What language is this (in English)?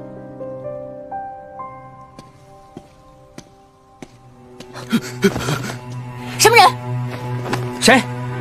Chinese